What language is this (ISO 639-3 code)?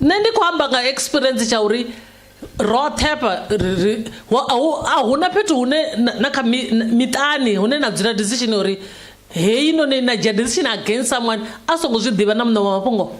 ven